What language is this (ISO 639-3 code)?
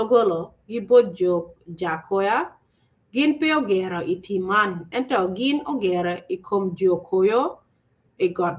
ach